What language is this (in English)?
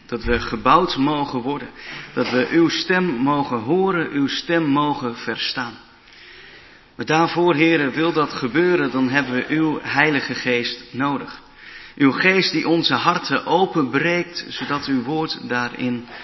Dutch